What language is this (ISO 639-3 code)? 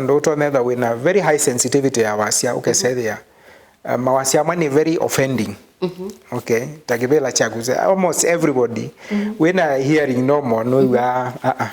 kam